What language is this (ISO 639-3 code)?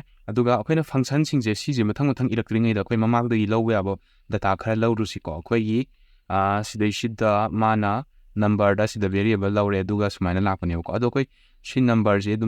mni